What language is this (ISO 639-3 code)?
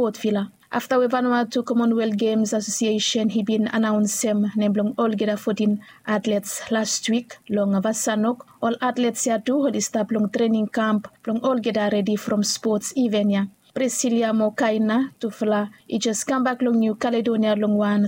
bis